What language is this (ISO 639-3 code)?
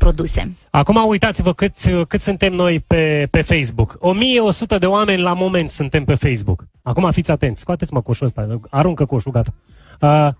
ron